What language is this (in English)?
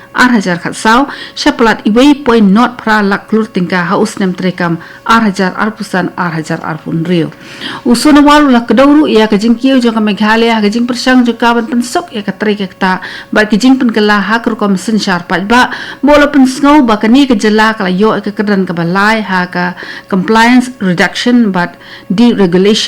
Khasi